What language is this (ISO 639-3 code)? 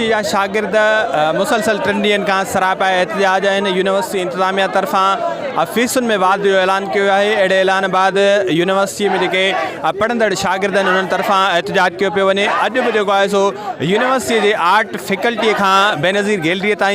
snd